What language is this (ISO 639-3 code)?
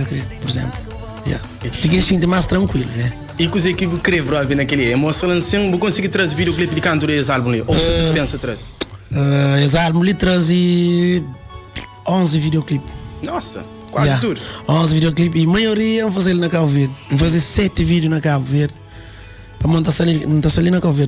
kea